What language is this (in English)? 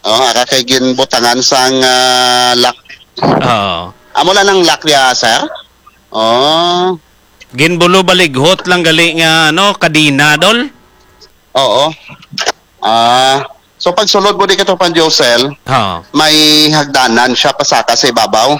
Hiligaynon